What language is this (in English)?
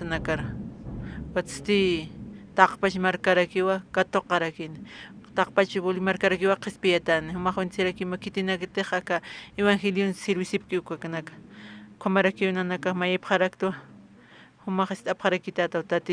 Aymara